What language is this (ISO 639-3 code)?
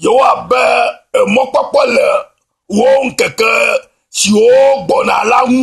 ewe